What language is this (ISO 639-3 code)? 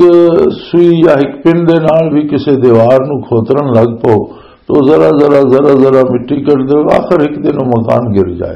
lah